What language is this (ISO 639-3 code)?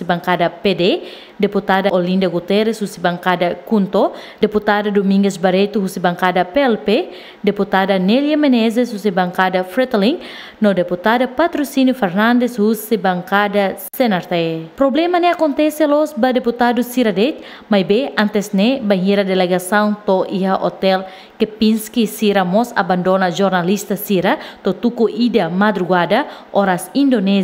tet